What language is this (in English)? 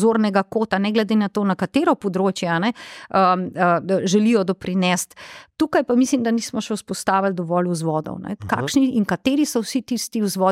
Slovenian